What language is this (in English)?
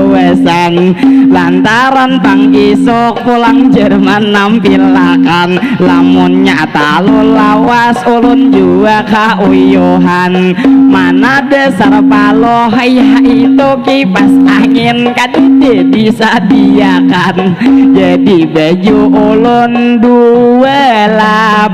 Banjar